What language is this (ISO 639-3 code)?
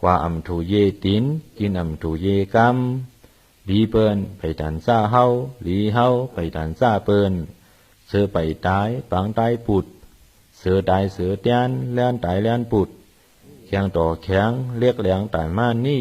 shn